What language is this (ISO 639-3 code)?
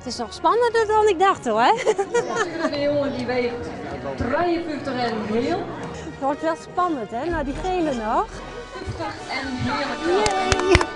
fry